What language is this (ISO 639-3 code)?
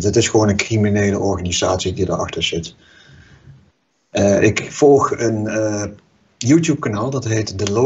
nld